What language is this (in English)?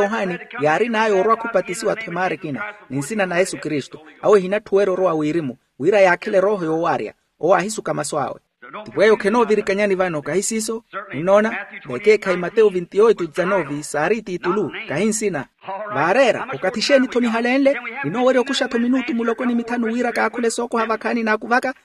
Makhuwa